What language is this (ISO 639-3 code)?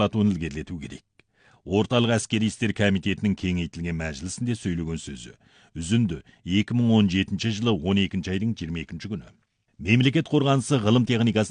kaz